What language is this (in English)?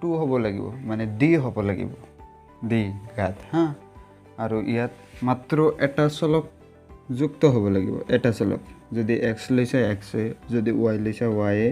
Assamese